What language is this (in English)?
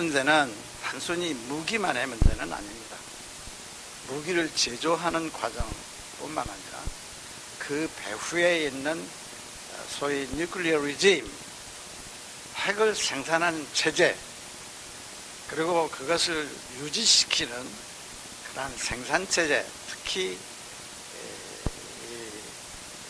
Korean